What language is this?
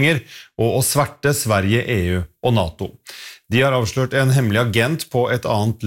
Norwegian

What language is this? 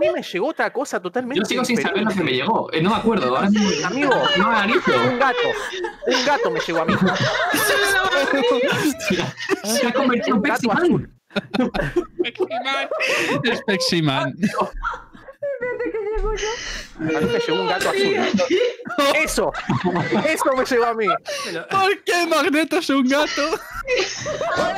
Spanish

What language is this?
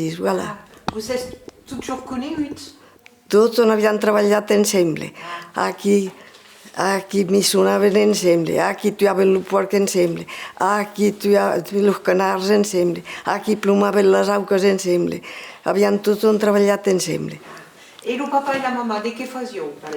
Occitan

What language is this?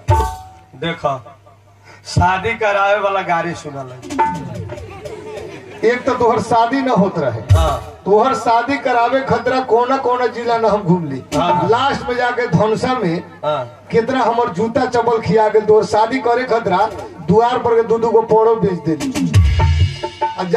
Bhojpuri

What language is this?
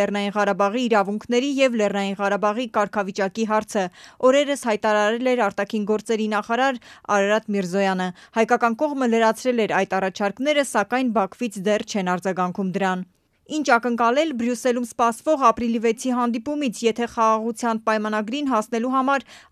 Armenian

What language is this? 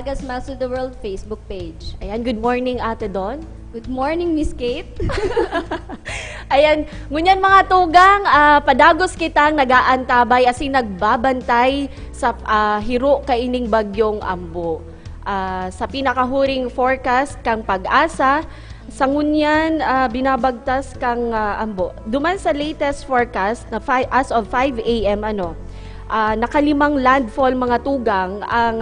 Bikol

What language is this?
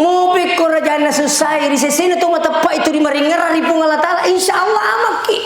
Buginese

